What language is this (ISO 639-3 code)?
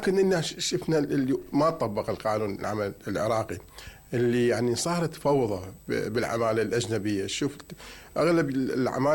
acm